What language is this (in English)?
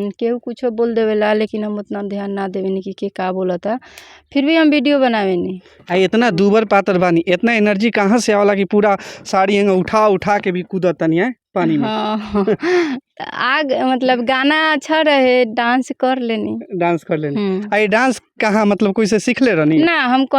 Bhojpuri